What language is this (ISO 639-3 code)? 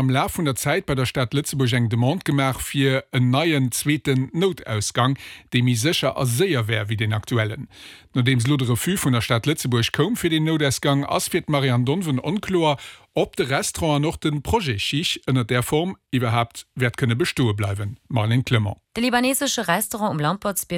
ltz